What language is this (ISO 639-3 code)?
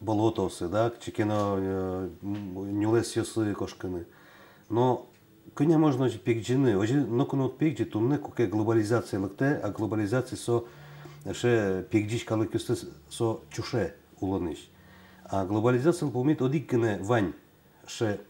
udm